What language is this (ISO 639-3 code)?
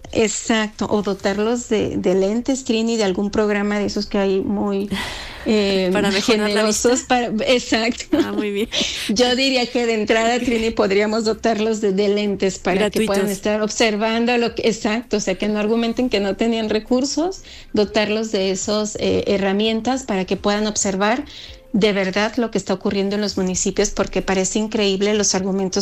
spa